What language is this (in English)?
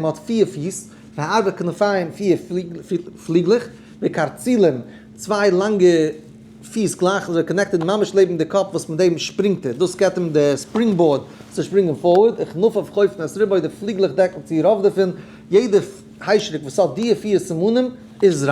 Yiddish